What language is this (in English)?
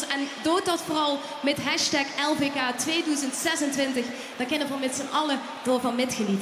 Limburgish